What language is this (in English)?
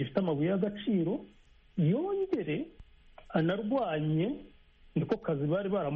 Kinyarwanda